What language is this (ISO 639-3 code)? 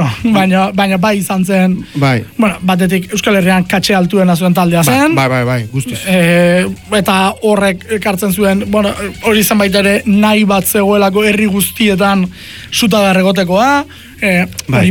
eus